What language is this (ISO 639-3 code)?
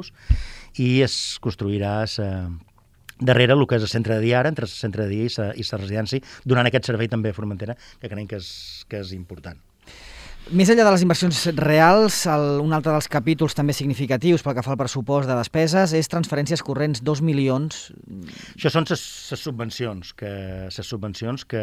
cat